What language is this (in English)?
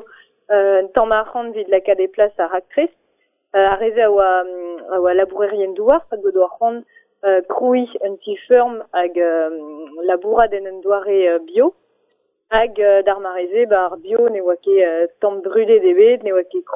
Breton